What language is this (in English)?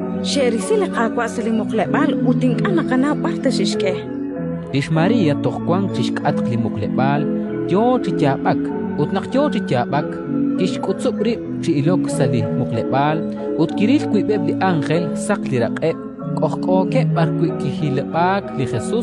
Kekchí